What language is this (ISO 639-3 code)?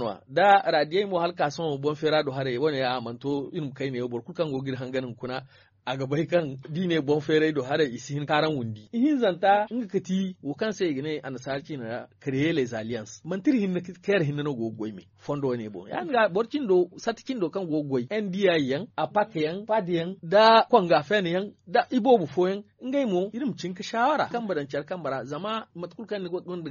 dje